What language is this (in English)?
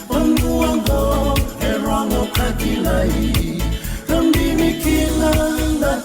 Fijian